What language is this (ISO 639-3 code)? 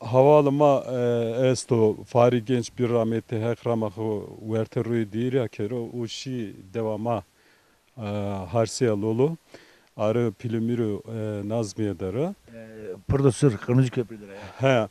zza